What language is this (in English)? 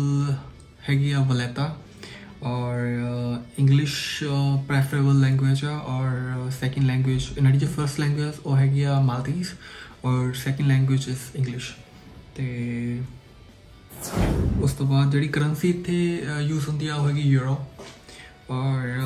Punjabi